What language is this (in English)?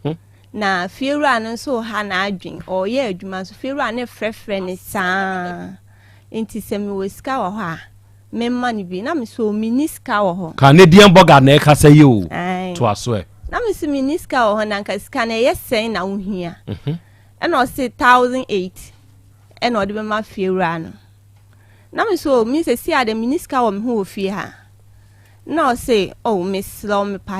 Akan